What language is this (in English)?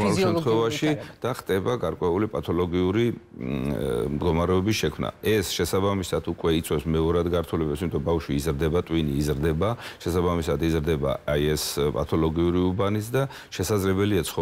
Georgian